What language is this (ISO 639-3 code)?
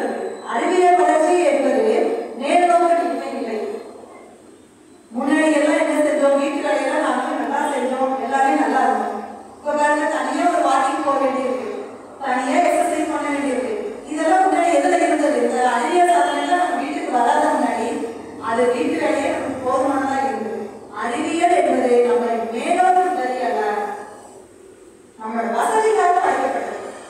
tam